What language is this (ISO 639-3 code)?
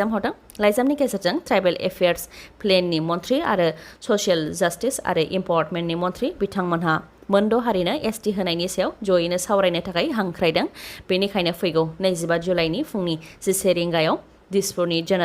brx